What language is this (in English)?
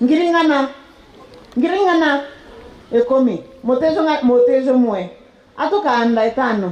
Meru